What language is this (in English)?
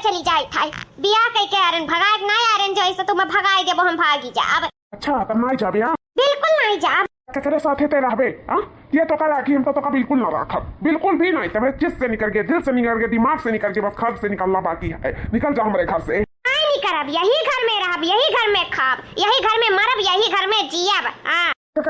Awadhi